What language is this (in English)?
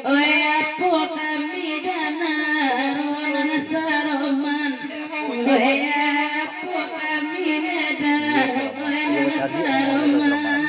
Minangkabau